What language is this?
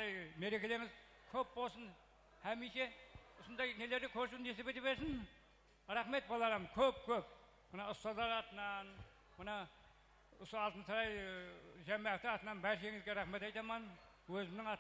Kara-Kalpak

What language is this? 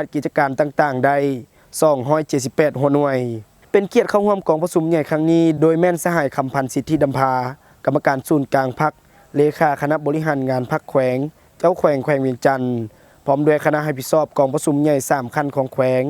Lao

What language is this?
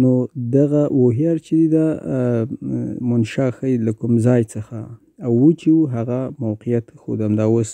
Pashto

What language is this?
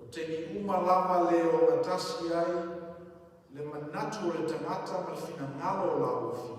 Samoan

